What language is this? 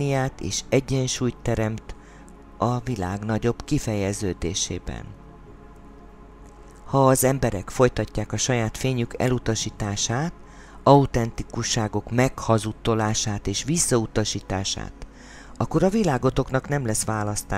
Hungarian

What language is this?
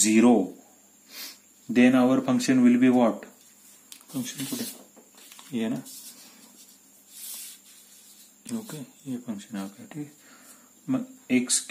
Marathi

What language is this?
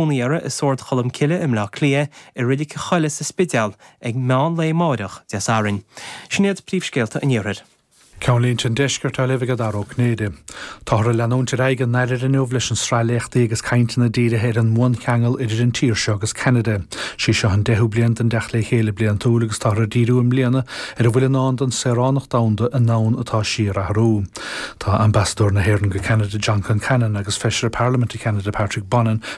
Irish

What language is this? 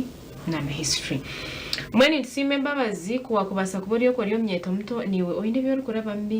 Nyankole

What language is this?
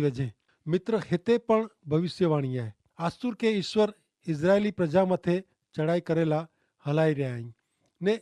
Kachhi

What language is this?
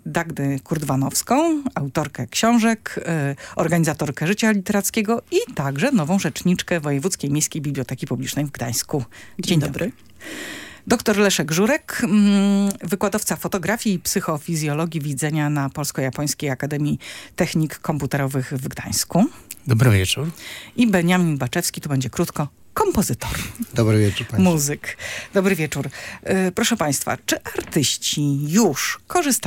Polish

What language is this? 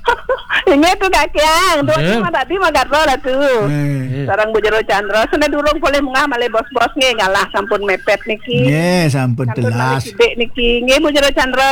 Balinese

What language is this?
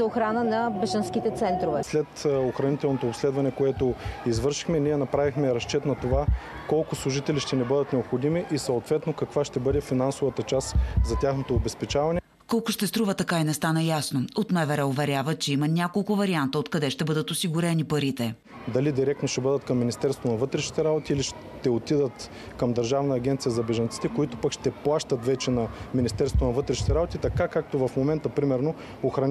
Bulgarian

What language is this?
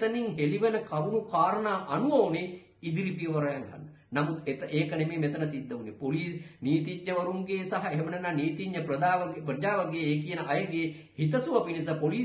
Sinhala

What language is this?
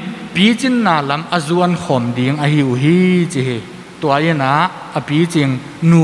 Tedim Chin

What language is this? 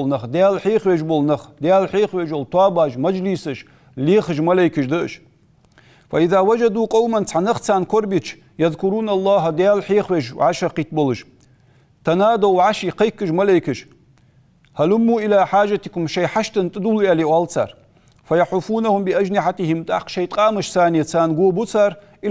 Ingush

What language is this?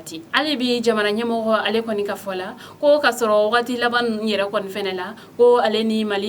Bambara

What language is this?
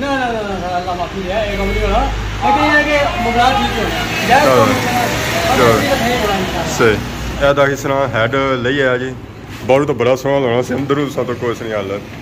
Pahari-Potwari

